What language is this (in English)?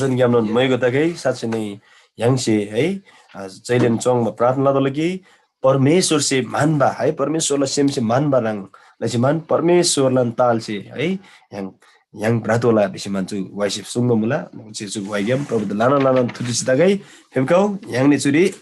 Eastern Tamang